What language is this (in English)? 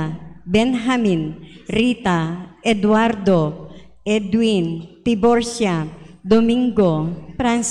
Pampanga